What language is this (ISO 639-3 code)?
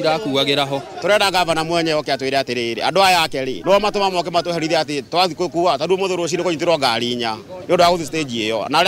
kik